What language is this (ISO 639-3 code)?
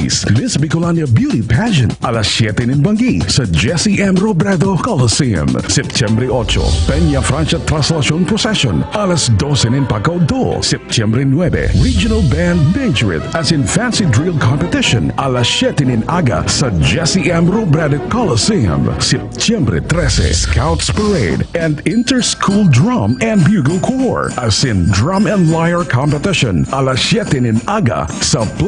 bik